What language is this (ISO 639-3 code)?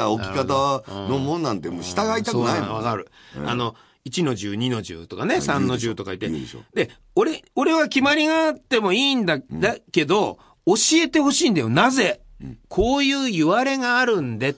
jpn